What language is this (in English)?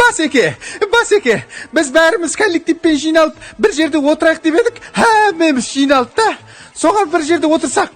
Kara-Kalpak